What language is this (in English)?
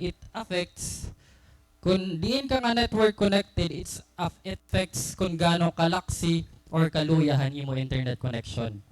Waray